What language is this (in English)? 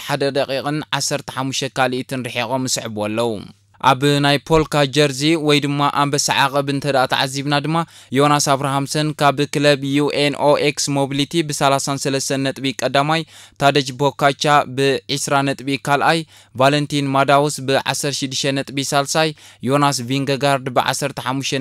Tigrinya